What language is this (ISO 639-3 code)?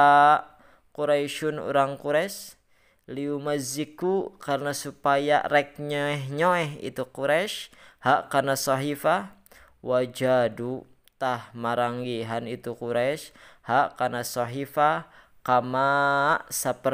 sun